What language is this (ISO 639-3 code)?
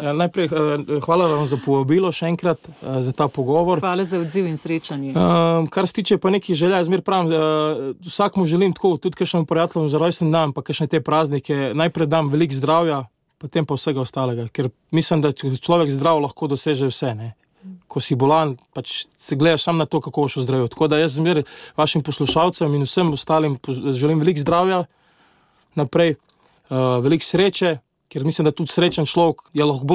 slv